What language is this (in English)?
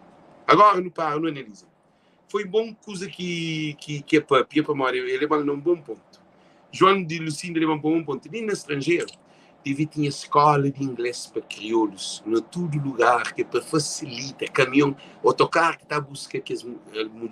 Kabuverdianu